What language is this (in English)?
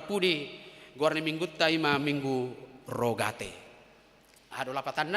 Batak Toba